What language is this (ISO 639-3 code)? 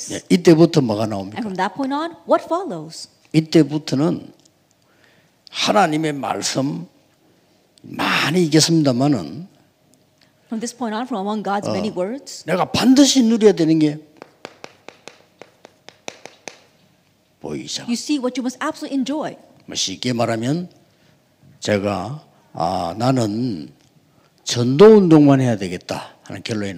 kor